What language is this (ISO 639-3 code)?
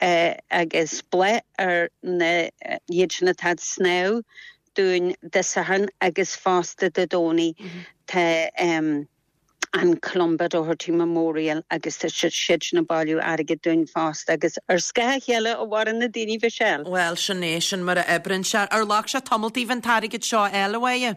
gle